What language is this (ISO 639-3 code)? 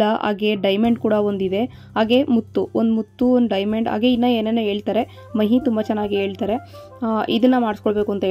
kan